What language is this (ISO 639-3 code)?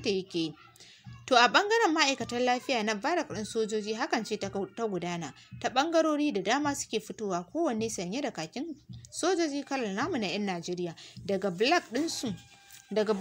hau